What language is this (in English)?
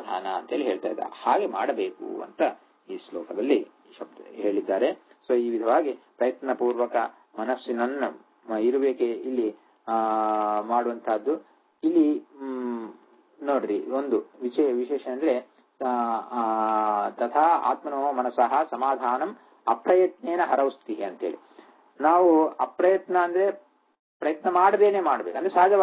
Kannada